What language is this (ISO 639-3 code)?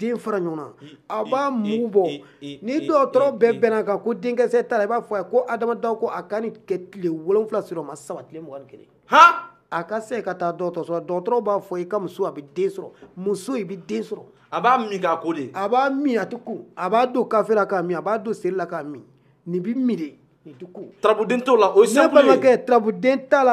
bam